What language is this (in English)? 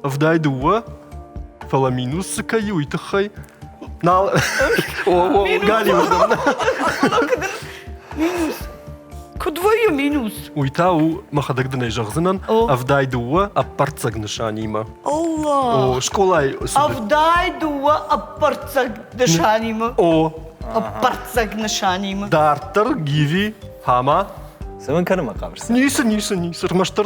Ossetic